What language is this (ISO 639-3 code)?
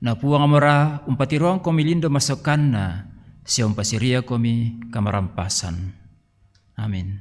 sda